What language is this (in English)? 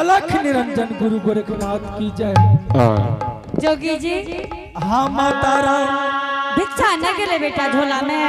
Angika